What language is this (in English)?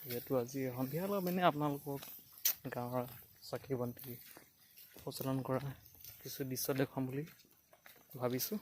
Assamese